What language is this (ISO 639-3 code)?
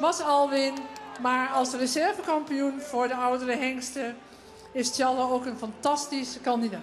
fry